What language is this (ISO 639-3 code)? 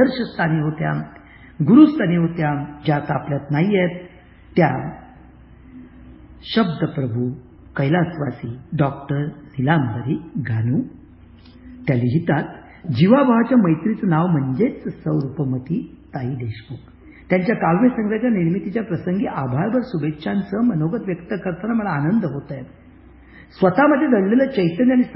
mar